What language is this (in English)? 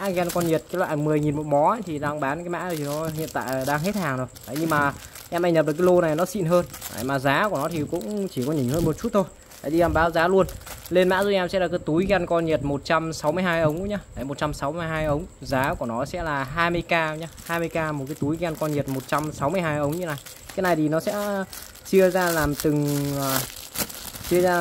Vietnamese